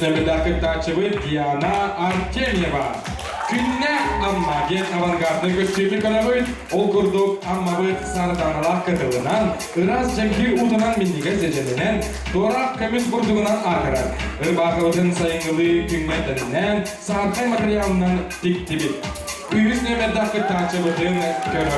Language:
Yakut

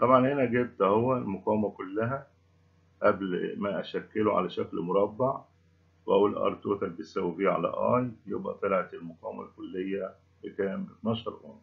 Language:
Egyptian Arabic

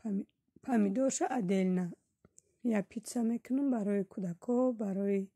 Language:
Tajik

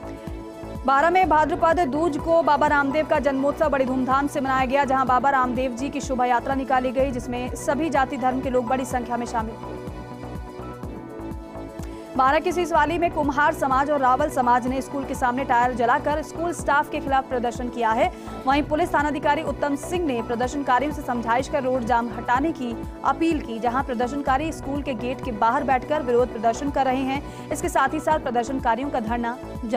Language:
Hindi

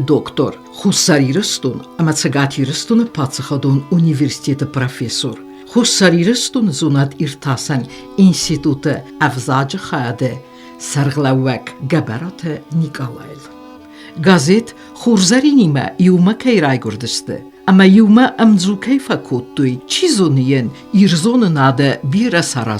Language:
Ossetic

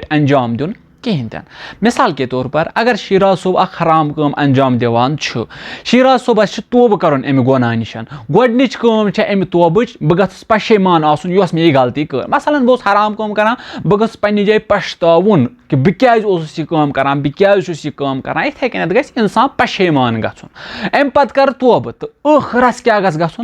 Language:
Kashmiri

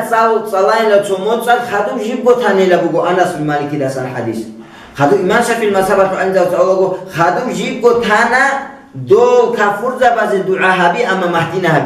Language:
Avaric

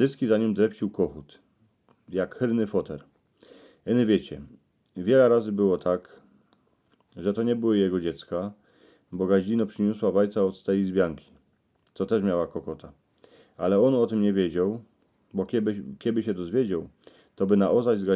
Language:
Silesian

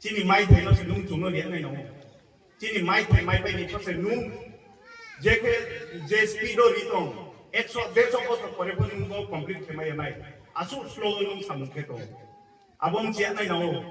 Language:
Kok Borok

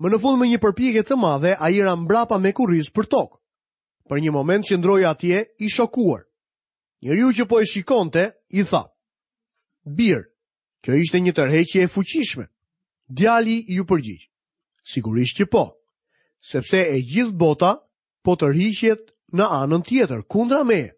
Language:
Albanian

